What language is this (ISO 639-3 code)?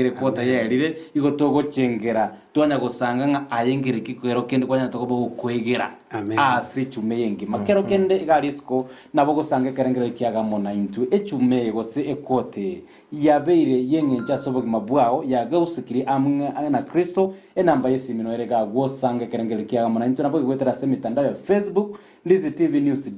guz